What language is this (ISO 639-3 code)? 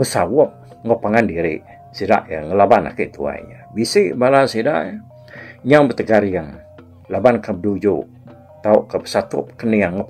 iba